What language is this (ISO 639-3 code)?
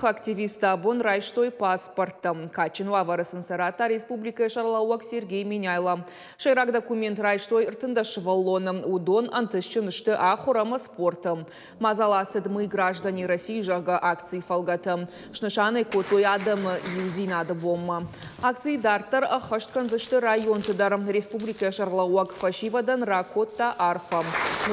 oss